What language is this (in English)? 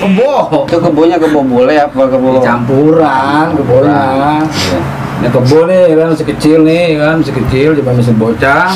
Betawi